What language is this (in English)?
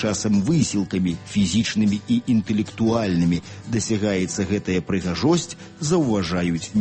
Belarusian